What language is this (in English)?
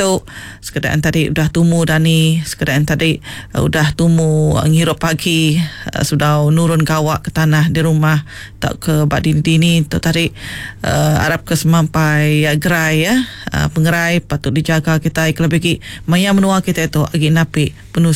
Iban